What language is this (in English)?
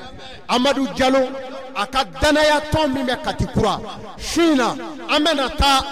Bambara